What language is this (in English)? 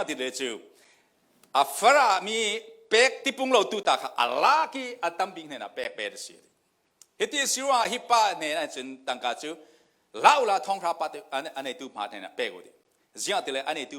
Falam Chin